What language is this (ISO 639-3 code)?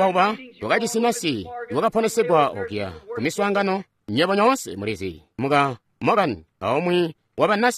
toi